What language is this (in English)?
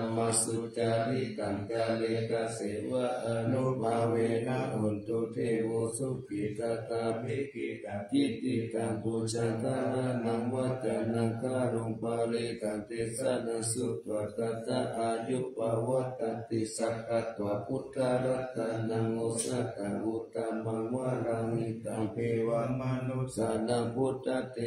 Pali